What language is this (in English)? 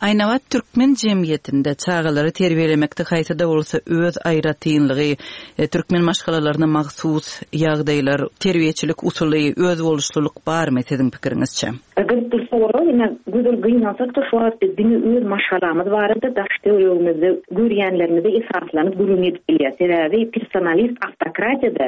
Turkmen